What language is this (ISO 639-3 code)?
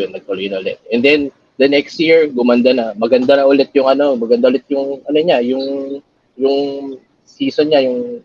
fil